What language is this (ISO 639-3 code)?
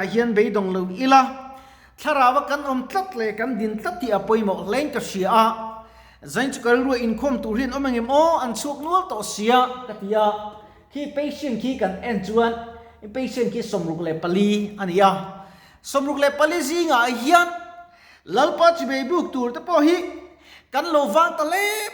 lus